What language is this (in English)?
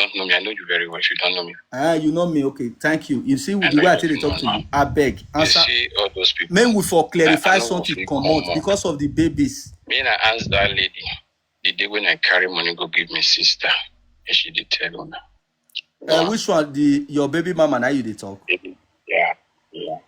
Nigerian Pidgin